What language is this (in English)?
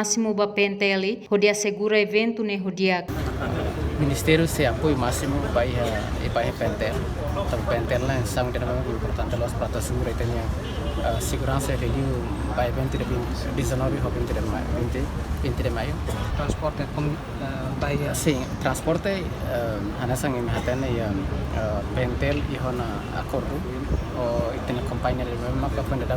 Tetum